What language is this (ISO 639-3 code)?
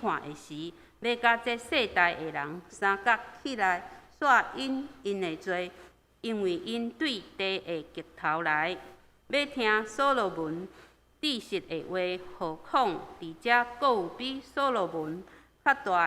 nan